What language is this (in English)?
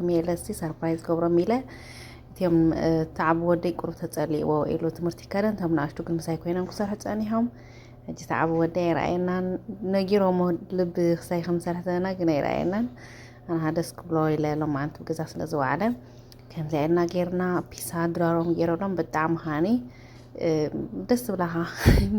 Tigrinya